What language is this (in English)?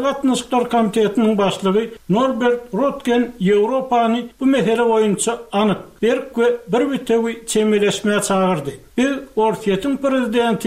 Turkmen